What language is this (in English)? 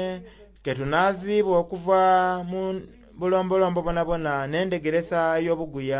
Soga